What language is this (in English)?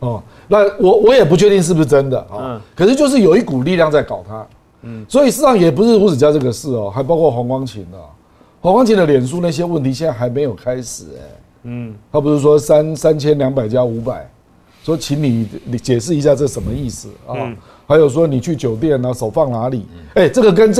Chinese